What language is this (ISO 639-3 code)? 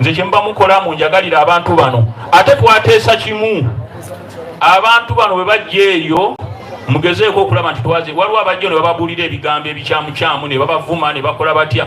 xog